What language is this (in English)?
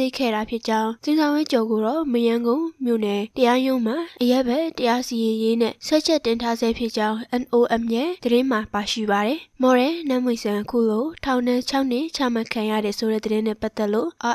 Burmese